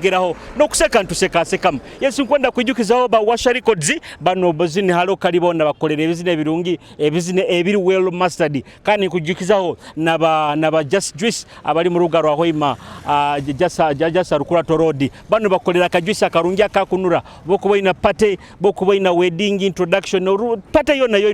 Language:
Nyoro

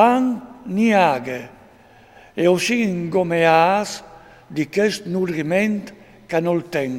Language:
Friulian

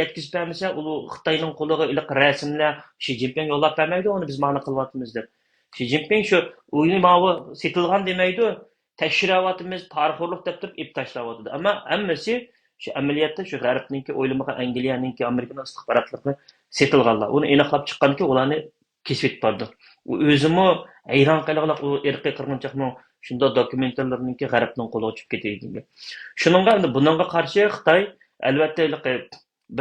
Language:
Uyghur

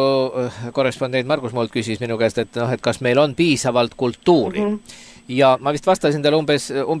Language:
Estonian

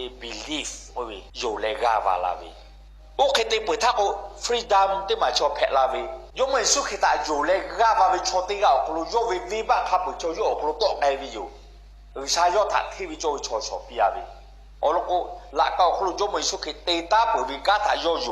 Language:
Lahu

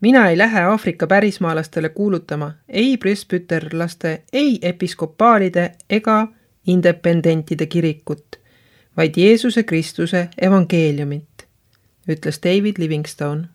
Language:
Estonian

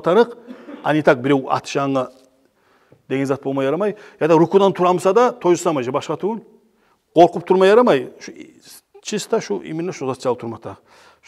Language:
Kumyk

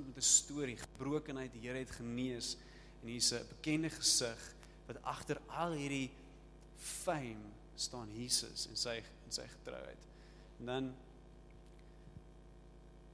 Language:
Afrikaans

